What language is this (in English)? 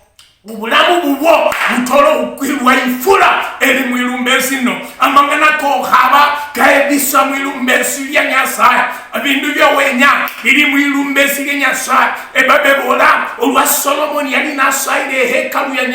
Luyia